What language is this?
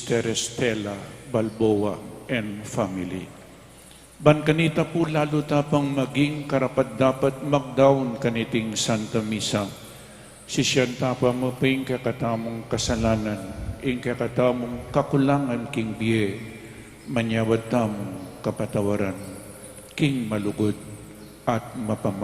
Pampanga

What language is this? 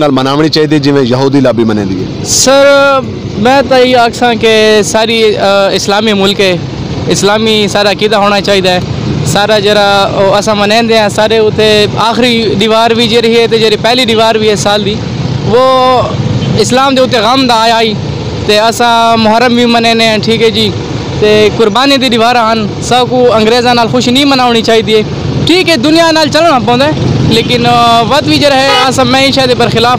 Saraiki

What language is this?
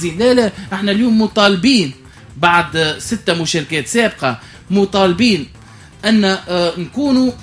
Tunisian Arabic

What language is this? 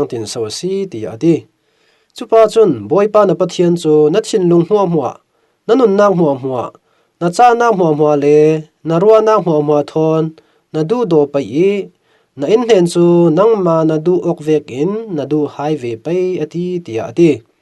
Falam Chin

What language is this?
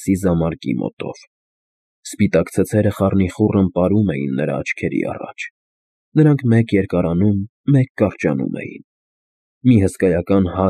Armenian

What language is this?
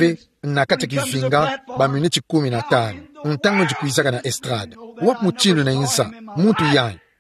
Kituba (Democratic Republic of Congo)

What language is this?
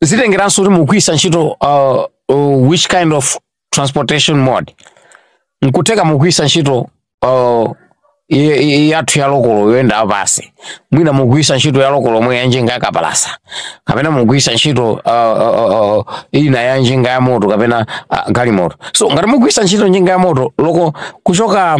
Nyanja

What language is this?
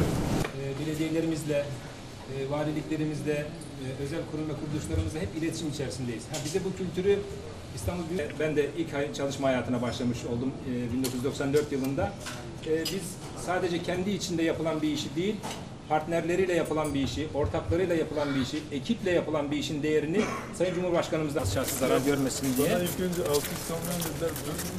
Turkish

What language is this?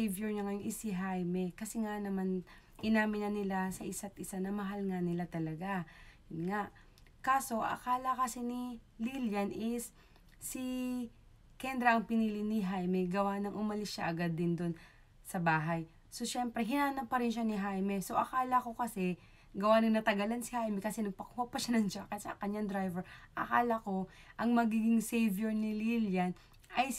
Filipino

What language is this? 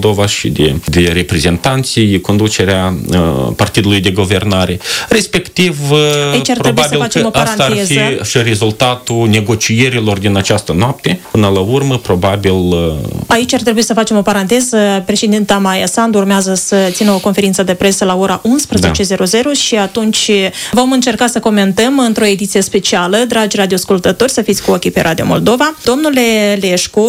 Romanian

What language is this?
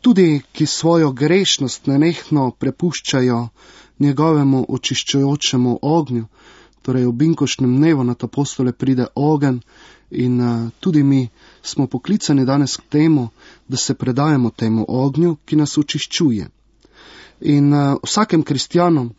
Slovenian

